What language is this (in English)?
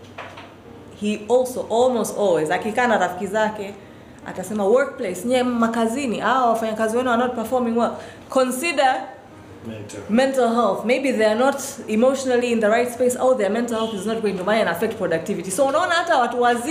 Swahili